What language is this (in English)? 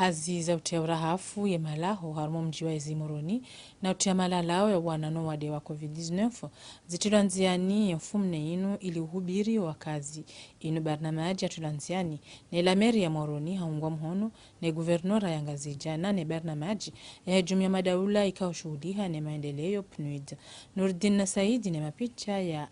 Ngazidja Comorian